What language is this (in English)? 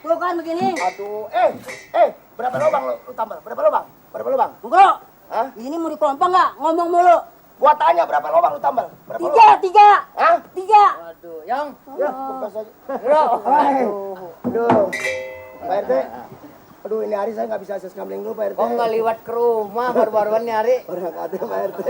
Betawi